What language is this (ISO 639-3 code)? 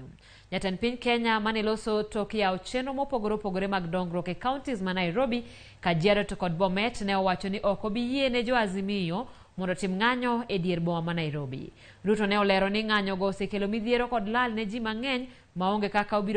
luo